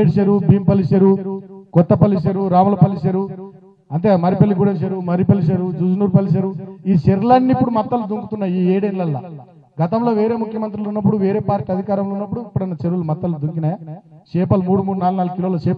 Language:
Telugu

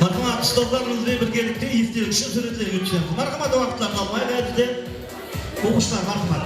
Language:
Kara-Kalpak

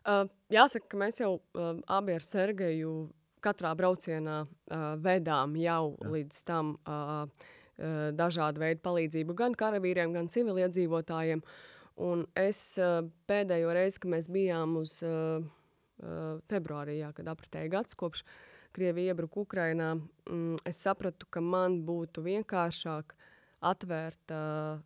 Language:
Latvian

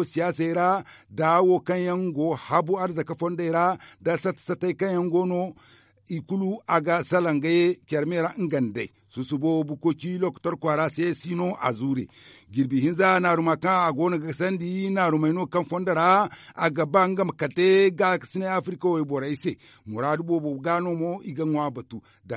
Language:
Zarma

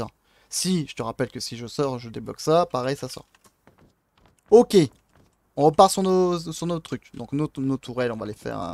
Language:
French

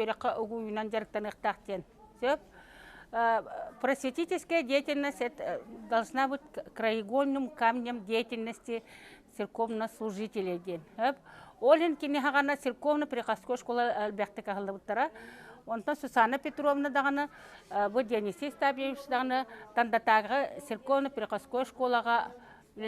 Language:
Yakut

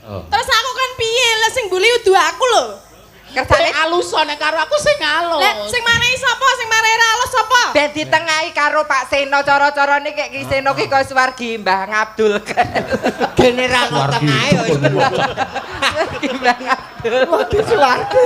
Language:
Javanese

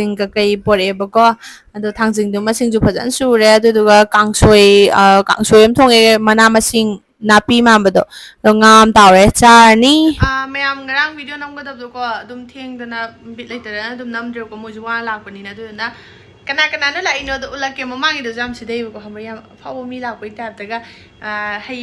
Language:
Manipuri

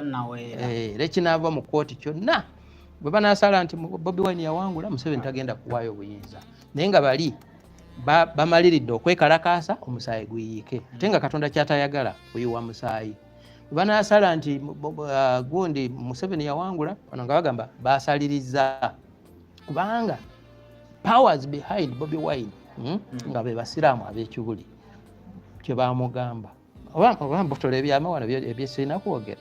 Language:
Ganda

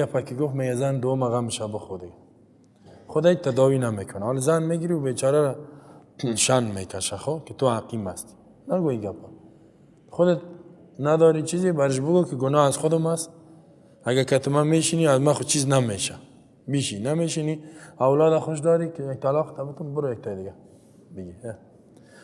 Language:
Persian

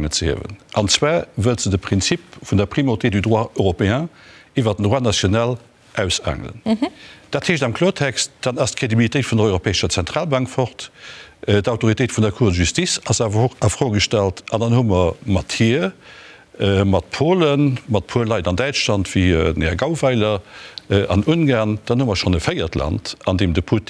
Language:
Luxembourgish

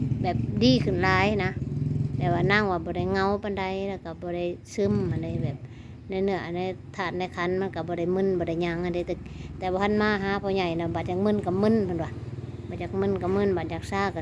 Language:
Northeastern Thai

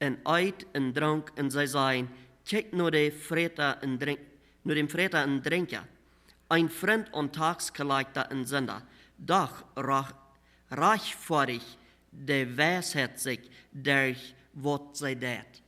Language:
Plautdietsch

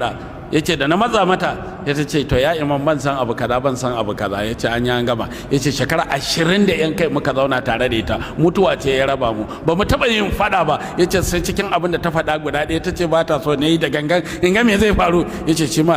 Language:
Hausa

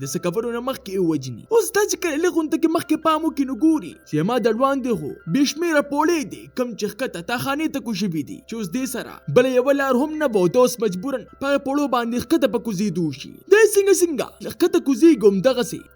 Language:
Pashto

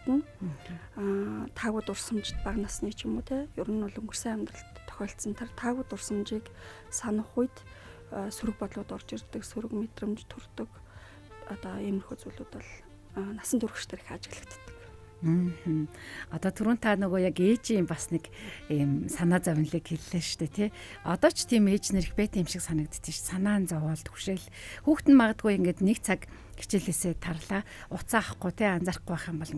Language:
Mongolian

